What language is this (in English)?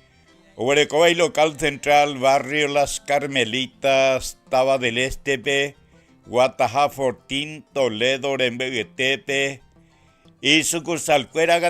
Guarani